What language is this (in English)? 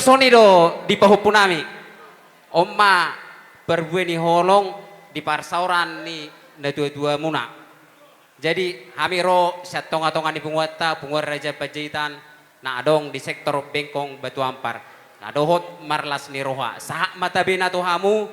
Batak Toba